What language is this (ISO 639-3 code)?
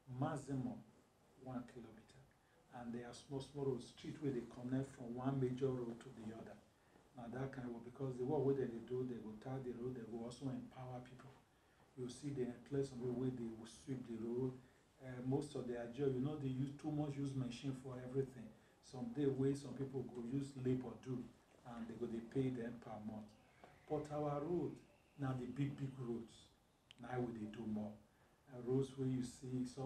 pcm